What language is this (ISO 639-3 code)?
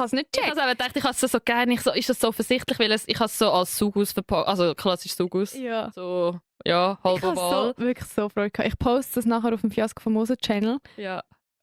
gsw